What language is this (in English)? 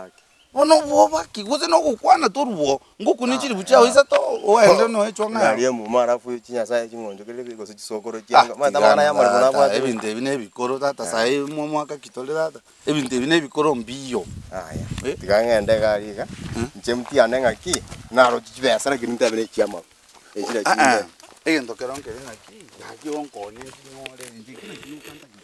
Gusii